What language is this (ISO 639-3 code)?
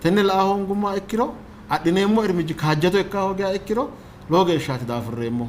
sid